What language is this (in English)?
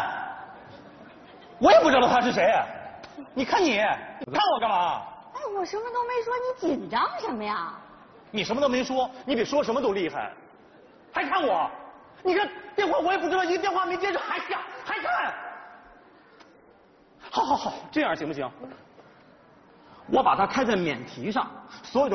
Chinese